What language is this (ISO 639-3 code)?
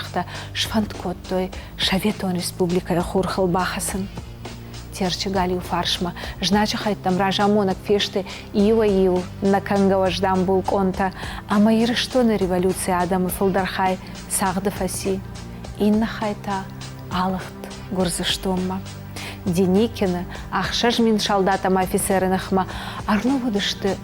oss